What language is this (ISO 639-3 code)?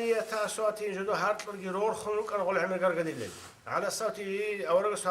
ava